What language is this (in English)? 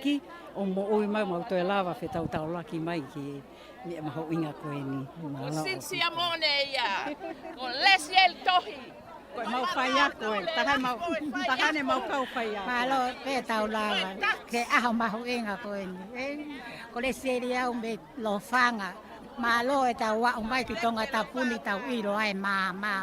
Tongan